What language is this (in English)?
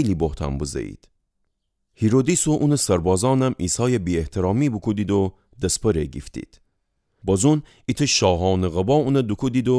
Gilaki